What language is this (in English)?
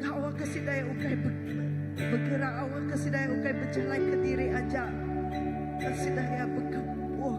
Iban